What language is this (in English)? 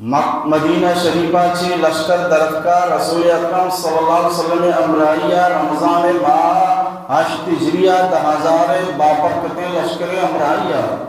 Baluchi